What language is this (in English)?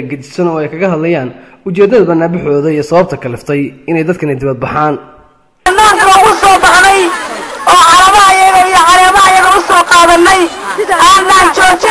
Somali